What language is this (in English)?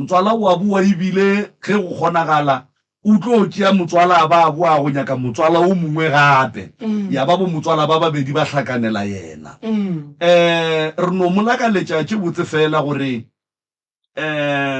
Northern Sotho